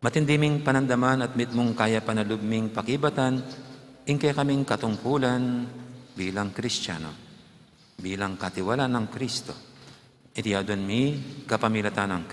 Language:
Pampanga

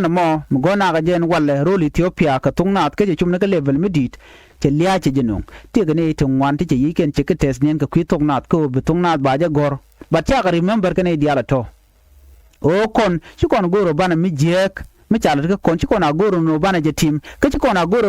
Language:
Nuer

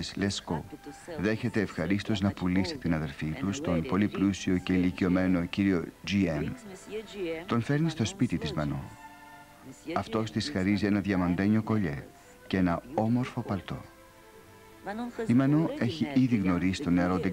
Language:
Greek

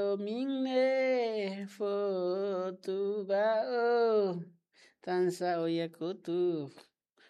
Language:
Tetum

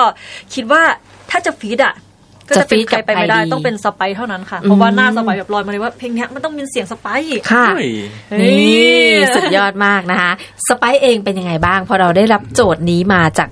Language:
Thai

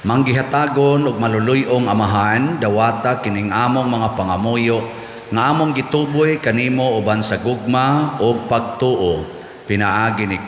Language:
Cebuano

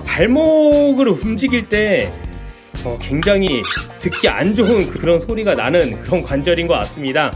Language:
Korean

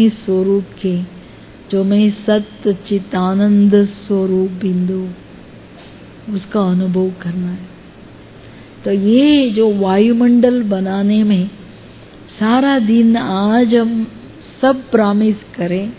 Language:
Hindi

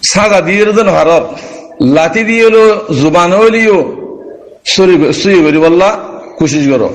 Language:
Rohingya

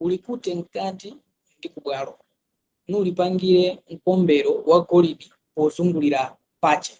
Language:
Nyanja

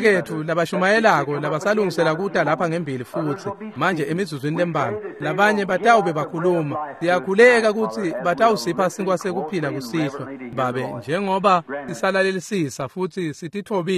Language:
Swati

